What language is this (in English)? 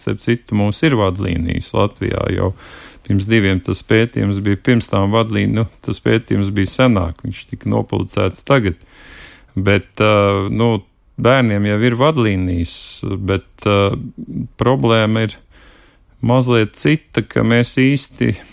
Latvian